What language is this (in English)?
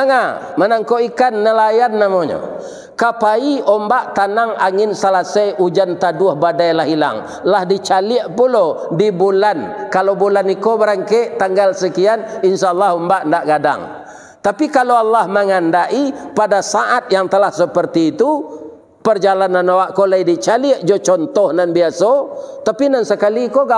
Minangkabau